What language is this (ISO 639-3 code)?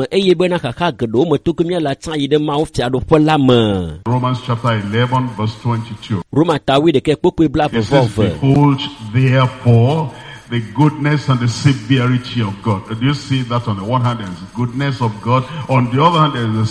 ewe